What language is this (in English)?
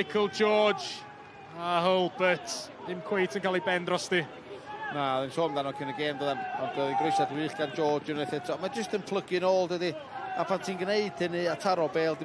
Welsh